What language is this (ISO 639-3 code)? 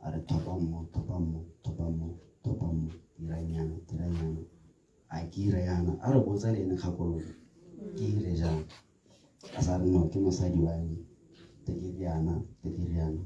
tsn